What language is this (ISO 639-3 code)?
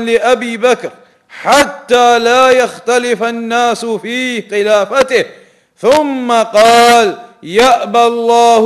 ara